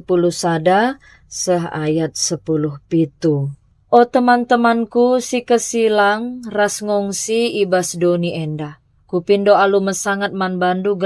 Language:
Batak Karo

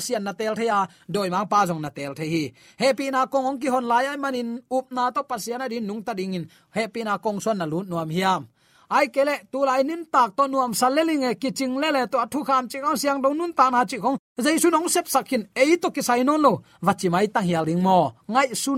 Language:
Tedim Chin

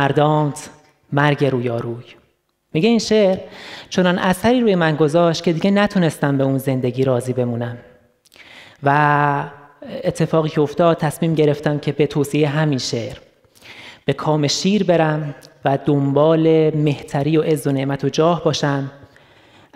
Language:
Persian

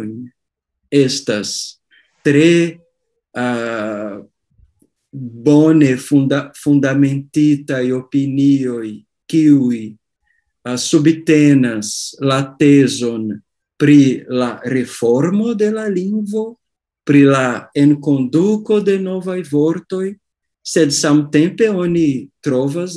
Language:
Esperanto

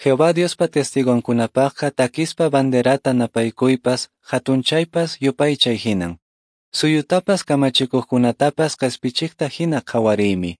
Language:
Quechua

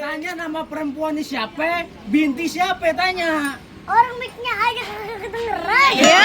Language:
Betawi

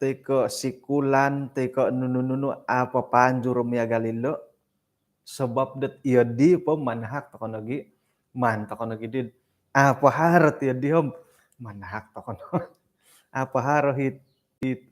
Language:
Central Dusun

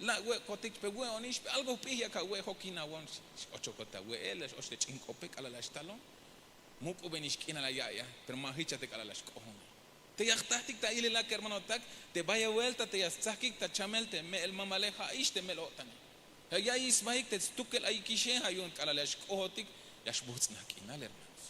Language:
Tzeltal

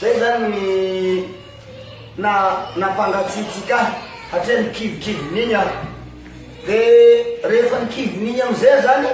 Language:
Malagasy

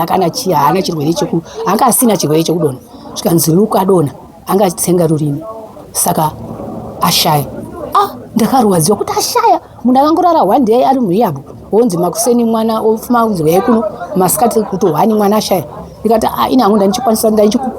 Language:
Shona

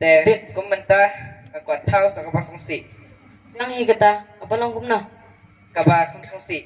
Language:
Khasi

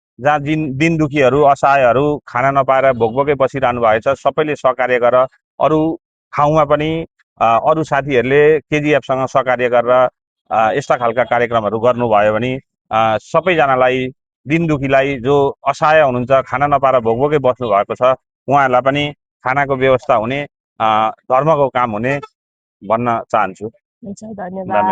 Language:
Nepali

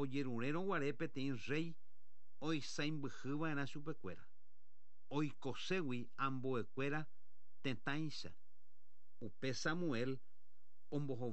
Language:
Guarani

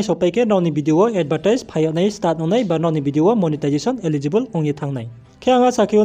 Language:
Riang (India)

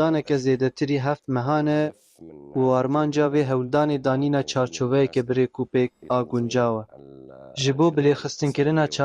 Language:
Kurdish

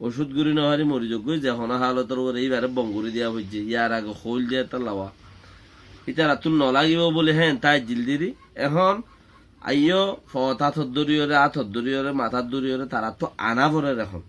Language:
Rohingya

